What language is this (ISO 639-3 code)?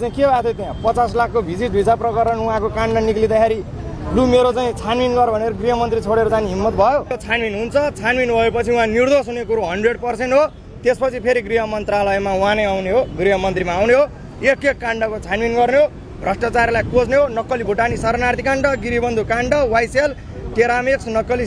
nep